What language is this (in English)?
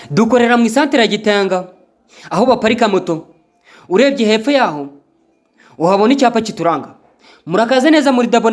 Kinyarwanda